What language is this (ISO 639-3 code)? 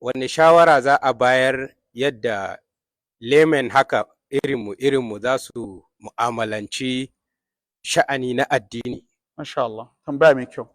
hau